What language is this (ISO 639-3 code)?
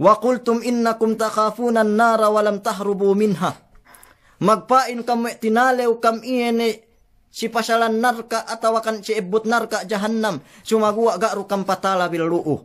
yka